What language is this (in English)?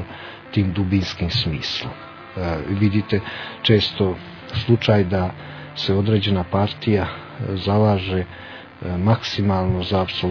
Croatian